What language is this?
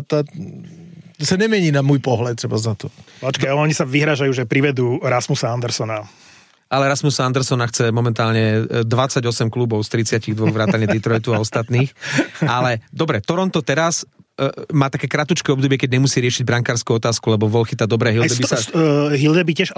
Slovak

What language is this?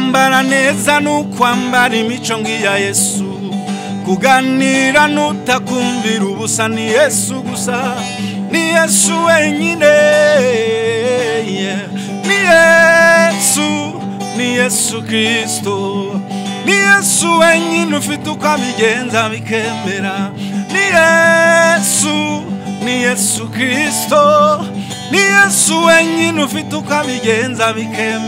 Kinyarwanda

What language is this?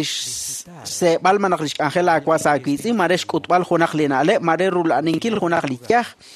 Kekchí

